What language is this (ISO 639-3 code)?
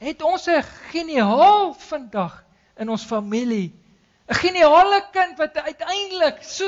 afr